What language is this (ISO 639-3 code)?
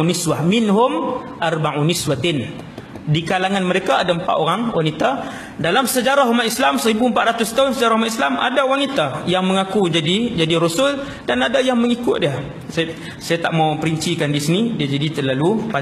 msa